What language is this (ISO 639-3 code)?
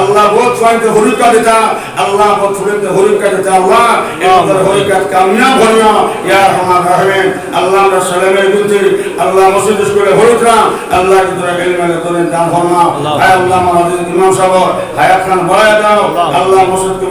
syl